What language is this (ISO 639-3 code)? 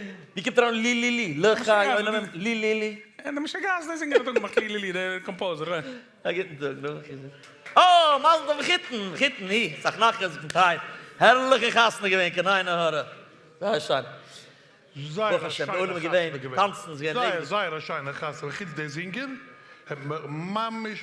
yid